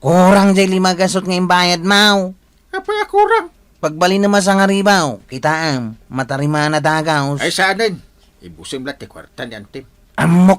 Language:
Iloko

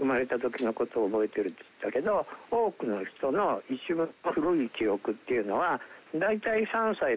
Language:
Japanese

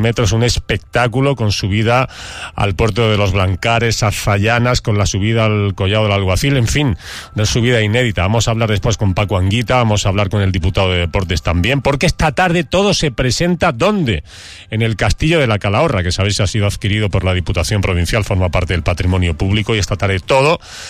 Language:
Spanish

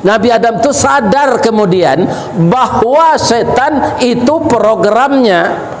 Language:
Minangkabau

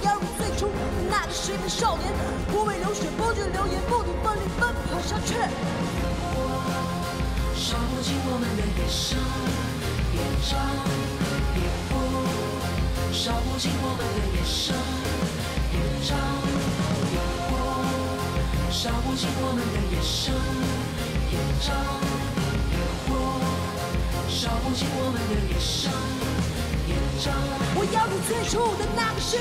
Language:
Chinese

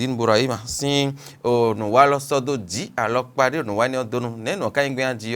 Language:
Fon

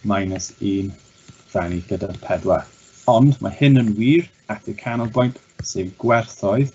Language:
Welsh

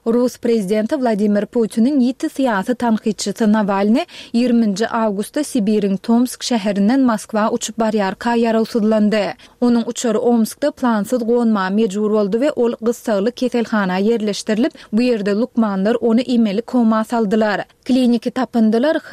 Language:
Turkmen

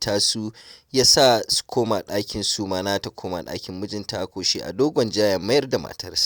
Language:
Hausa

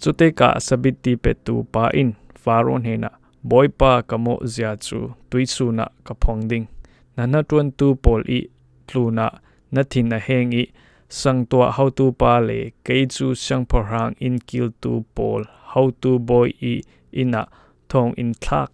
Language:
Falam Chin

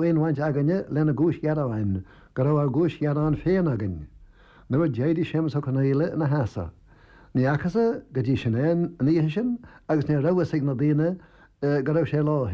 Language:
Irish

